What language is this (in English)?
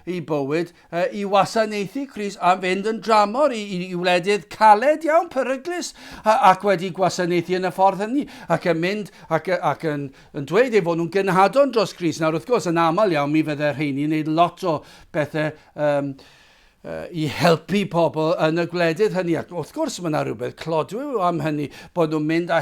Welsh